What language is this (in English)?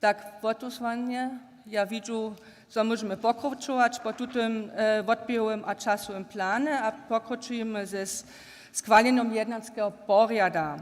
Upper Sorbian